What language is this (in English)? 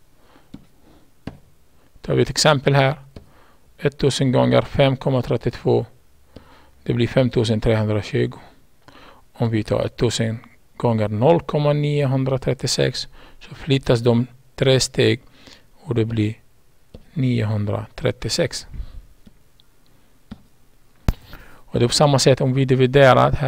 Swedish